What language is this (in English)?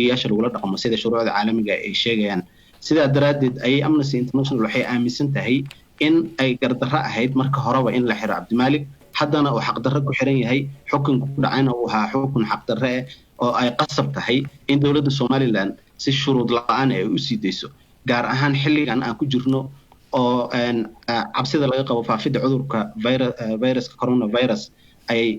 Somali